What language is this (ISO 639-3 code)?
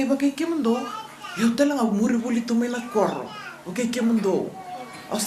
fij